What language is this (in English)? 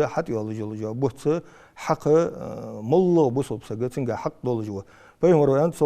Ingush